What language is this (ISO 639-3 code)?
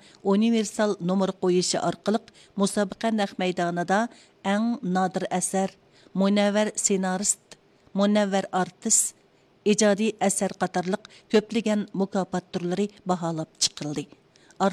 uig